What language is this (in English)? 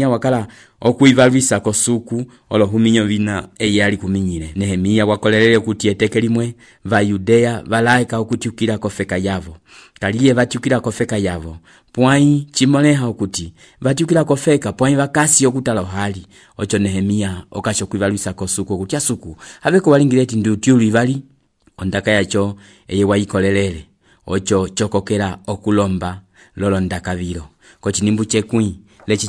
Umbundu